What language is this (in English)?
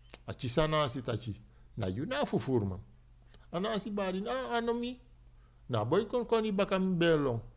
Sranan Tongo